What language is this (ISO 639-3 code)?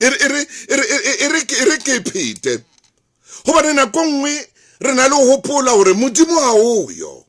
sot